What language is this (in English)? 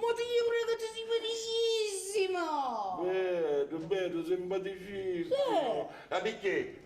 Sicilian